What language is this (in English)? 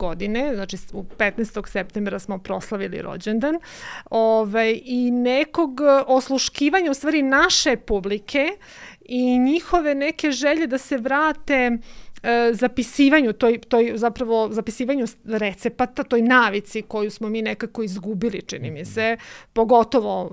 Serbian